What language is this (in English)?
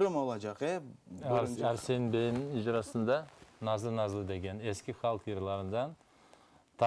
Crimean Tatar